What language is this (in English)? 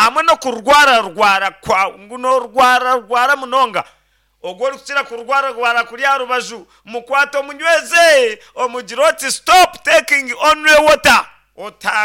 Nyankole